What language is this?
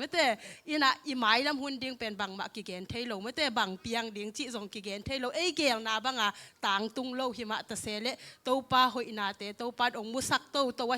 Tedim Chin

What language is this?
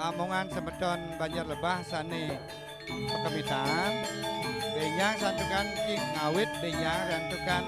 Balinese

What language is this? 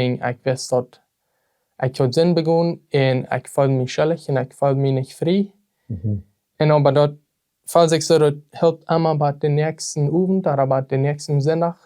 Plautdietsch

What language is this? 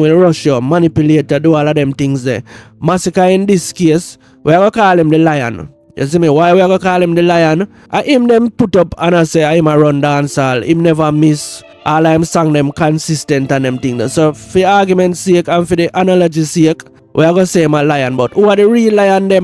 Jamaican Creole English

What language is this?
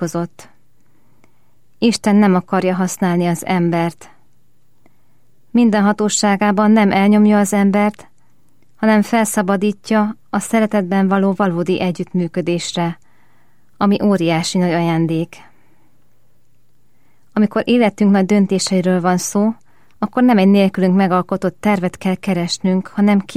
Hungarian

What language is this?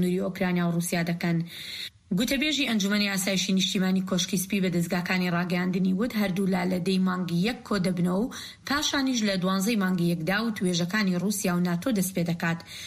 Central Kurdish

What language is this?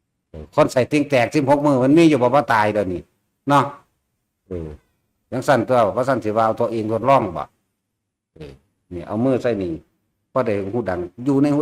Northeastern Thai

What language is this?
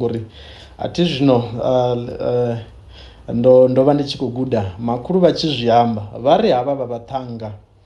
Venda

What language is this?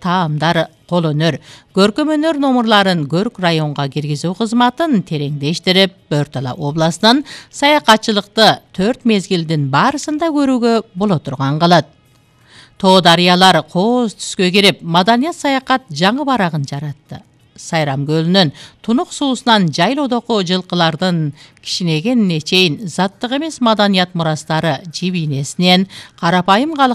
Kyrgyz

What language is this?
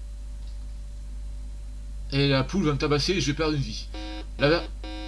French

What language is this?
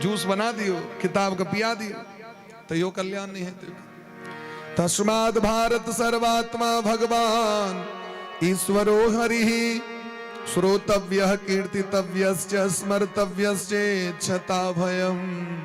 Maithili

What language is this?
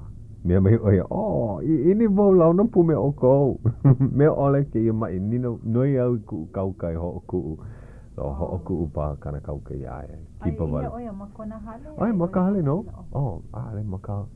Hawaiian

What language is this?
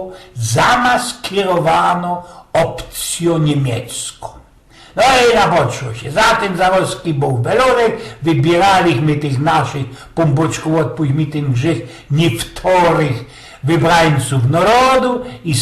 Silesian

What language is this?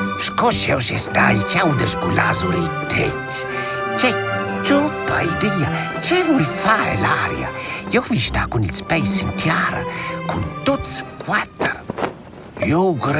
Romansh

